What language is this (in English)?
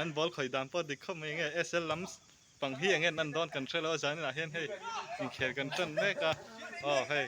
Mizo